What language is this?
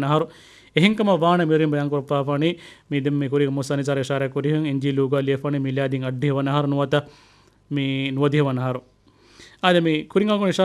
Divehi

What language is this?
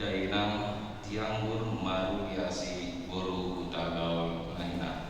Batak Toba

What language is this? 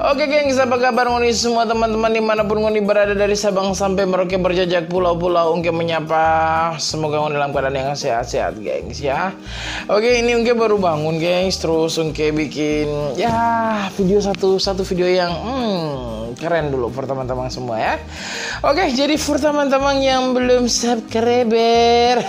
Manado Malay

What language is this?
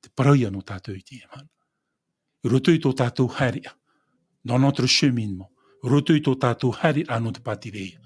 Tahitian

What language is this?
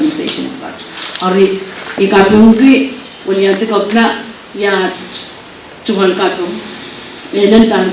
Pohnpeian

